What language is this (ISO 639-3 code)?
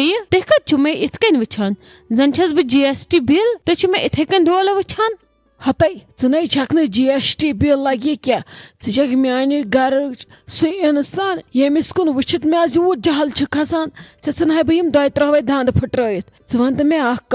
kas